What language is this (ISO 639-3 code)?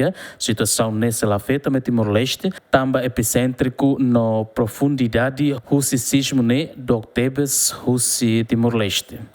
tet